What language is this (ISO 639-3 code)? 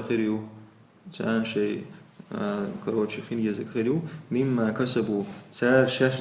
che